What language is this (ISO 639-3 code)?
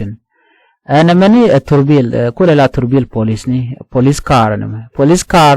nus